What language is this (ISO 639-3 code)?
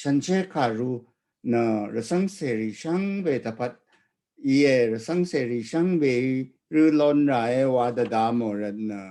raw